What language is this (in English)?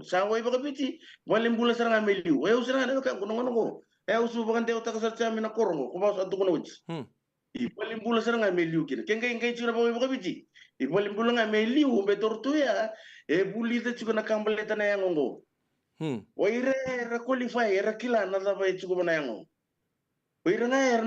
Fijian